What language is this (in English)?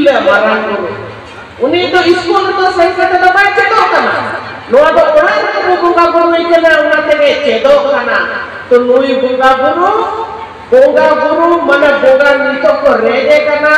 Santali